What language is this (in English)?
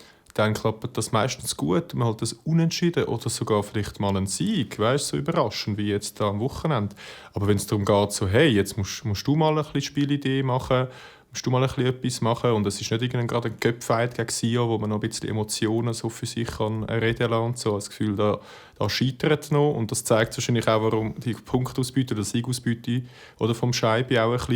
Swiss German